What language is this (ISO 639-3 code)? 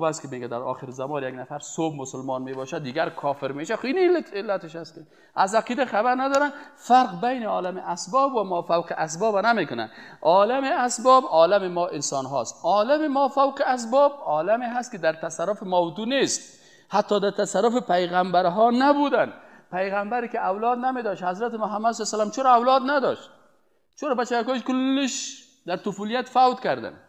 fas